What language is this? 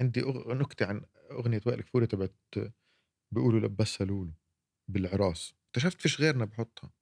North Levantine Arabic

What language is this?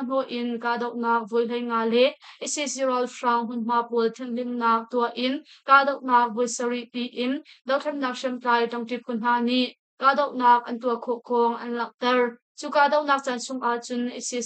Hakha Chin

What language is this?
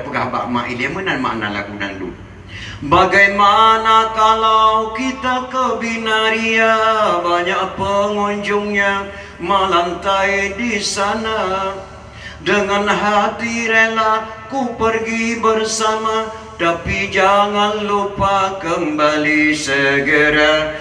Achinese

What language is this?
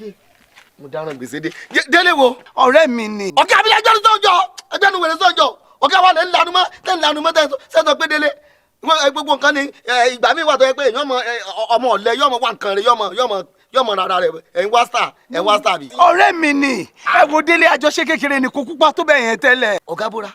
Yoruba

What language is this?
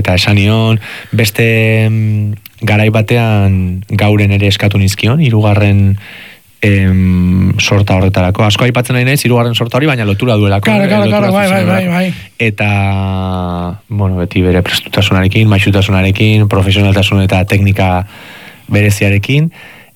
Basque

